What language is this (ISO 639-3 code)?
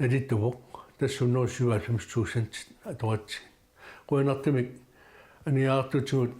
kal